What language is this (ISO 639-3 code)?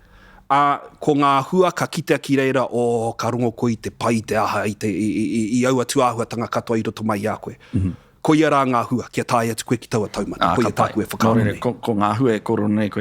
mri